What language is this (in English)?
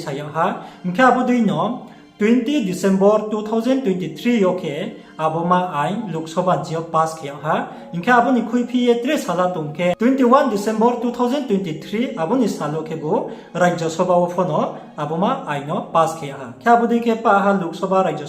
Riang (India)